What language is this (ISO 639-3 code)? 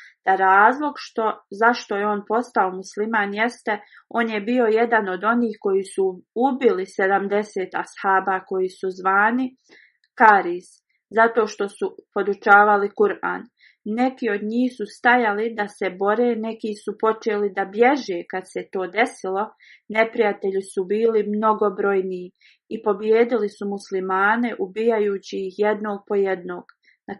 bos